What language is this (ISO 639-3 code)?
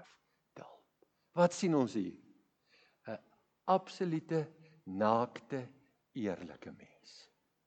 afr